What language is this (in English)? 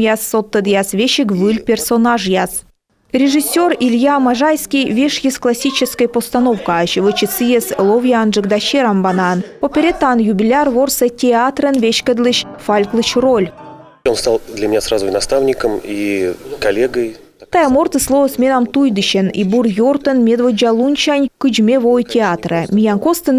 Komi